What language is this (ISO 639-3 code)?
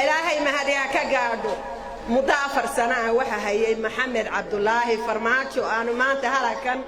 som